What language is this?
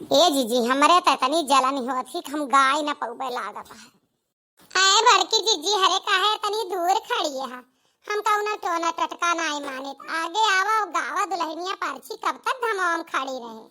Awadhi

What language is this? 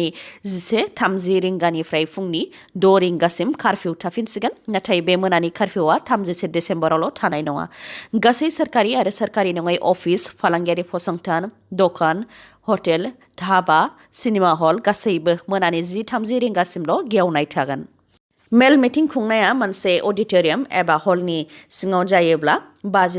Bodo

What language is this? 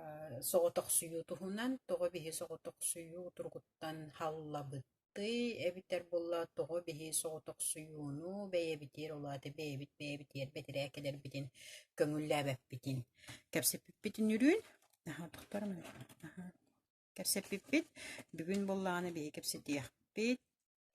Yakut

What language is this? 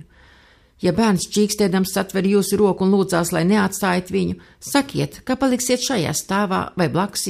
Latvian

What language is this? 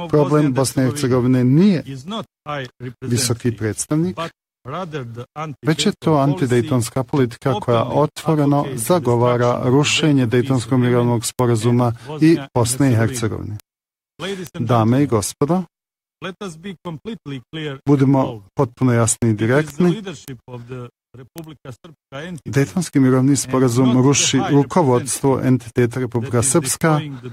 Bosnian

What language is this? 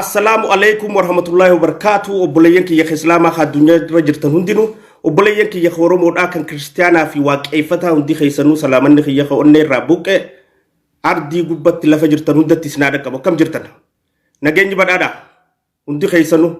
Oromo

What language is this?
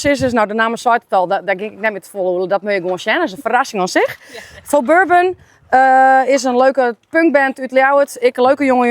Western Frisian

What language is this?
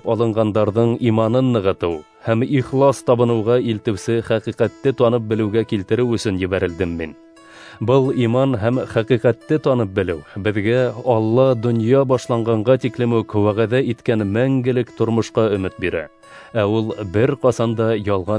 Bashkir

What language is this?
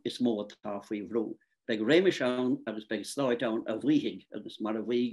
Irish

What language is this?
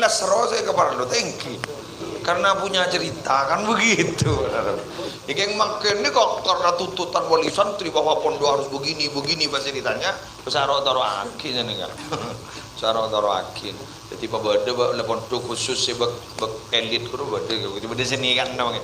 Madurese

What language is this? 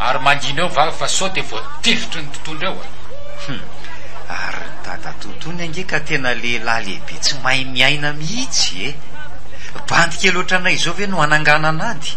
Malagasy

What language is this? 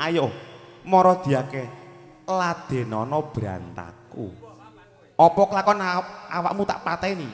Javanese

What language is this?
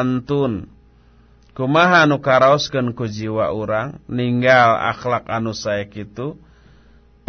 Sundanese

